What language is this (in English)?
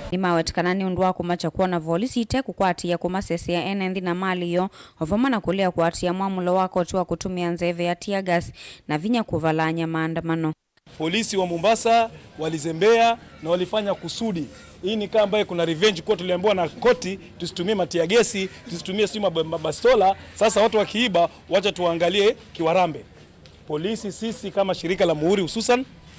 Kamba